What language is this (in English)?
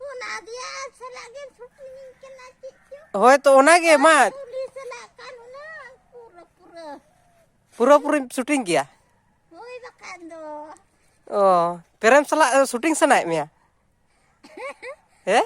Santali